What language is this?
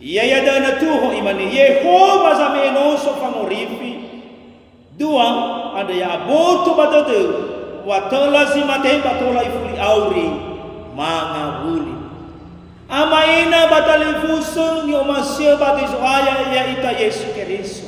Nias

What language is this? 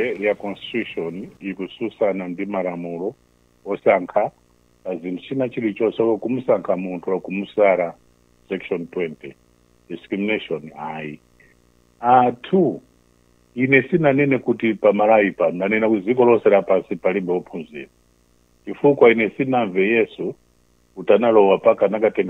Nyanja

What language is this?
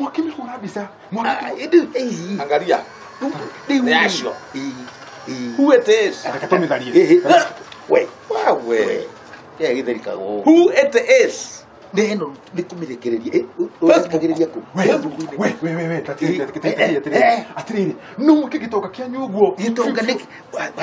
Kikuyu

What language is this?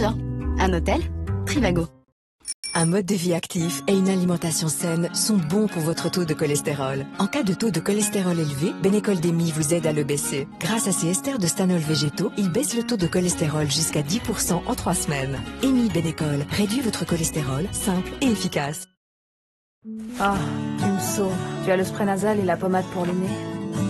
French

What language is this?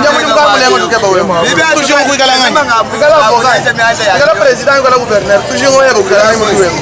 Luba-Lulua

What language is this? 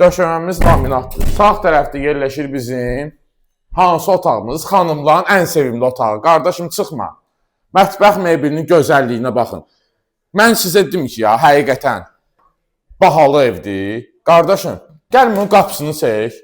Azerbaijani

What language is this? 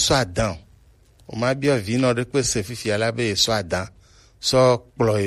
Gen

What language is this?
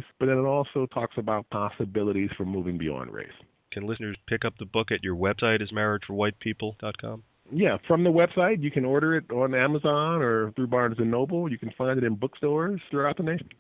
English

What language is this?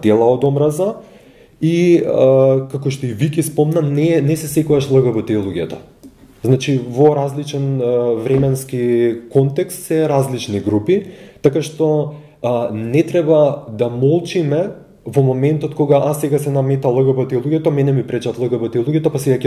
Macedonian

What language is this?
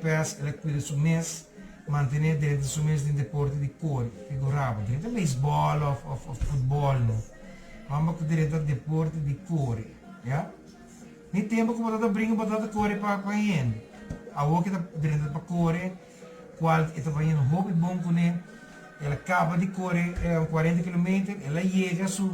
Papiamento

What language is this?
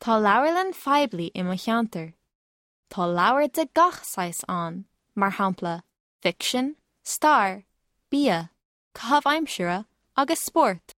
Irish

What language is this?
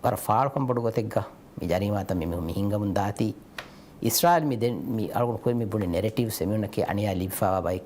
Divehi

